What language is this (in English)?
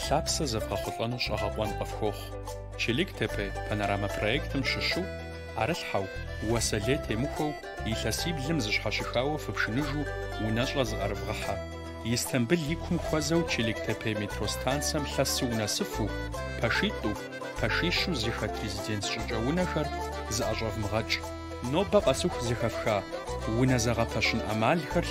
Kabardian